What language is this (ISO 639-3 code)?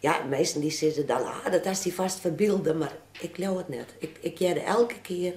fry